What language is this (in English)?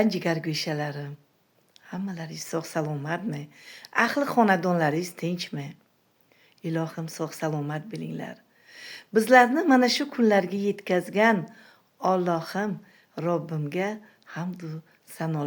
Uzbek